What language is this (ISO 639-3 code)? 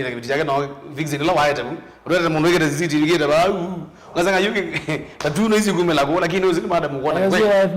kam